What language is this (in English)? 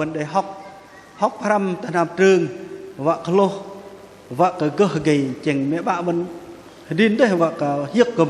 Bahnar